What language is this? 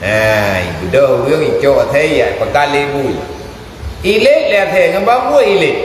Achinese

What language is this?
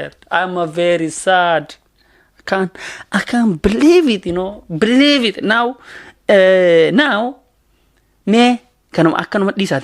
Oromo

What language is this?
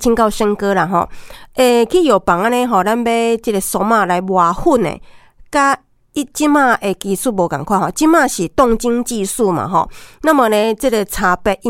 Min Nan Chinese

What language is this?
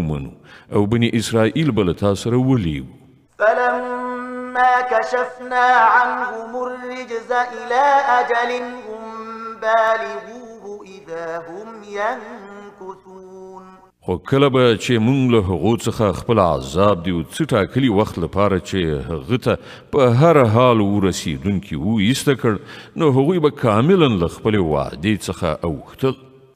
Pashto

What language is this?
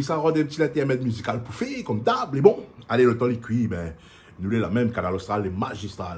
Réunion Creole French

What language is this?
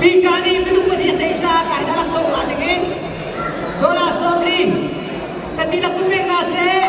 Hakha Chin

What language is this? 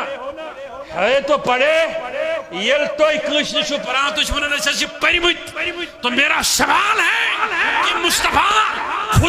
Kashmiri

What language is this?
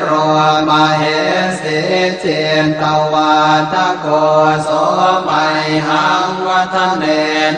Pali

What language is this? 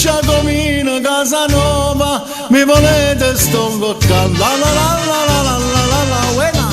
Neapolitan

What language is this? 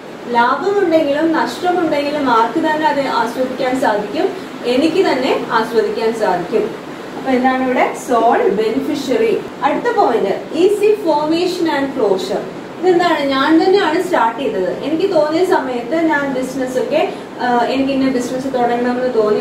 Malayalam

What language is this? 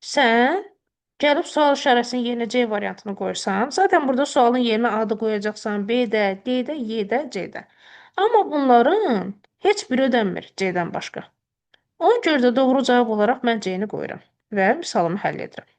Azerbaijani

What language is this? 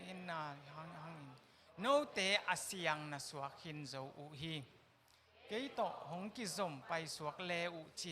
Tedim Chin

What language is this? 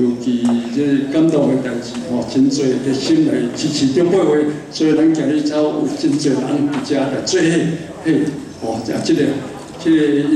Min Nan Chinese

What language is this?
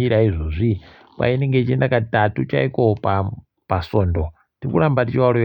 Ndau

